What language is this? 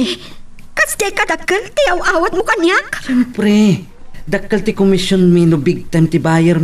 Iloko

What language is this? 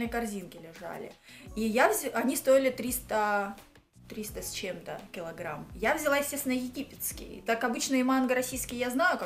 Russian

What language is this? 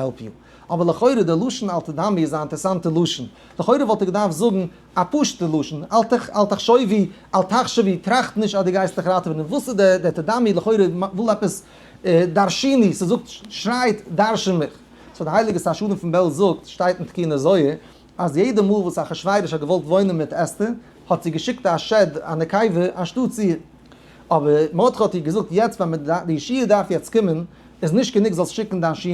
Yiddish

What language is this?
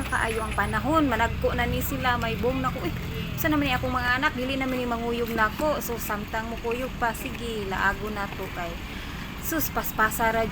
Cebuano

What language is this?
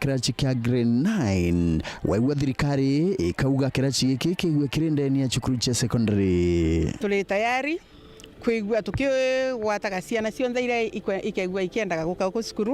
Meru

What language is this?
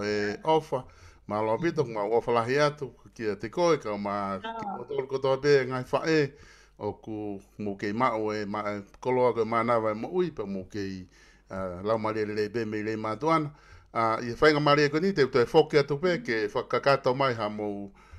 Tongan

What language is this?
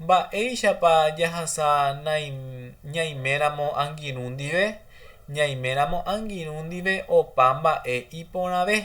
Guarani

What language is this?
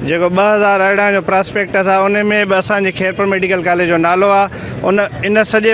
Sindhi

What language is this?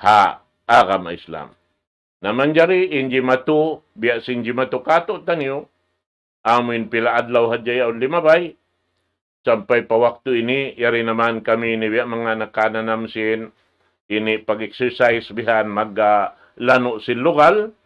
Tausug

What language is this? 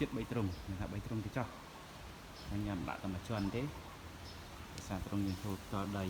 Khmer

